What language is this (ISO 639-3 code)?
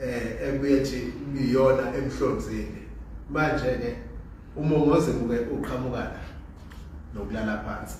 zul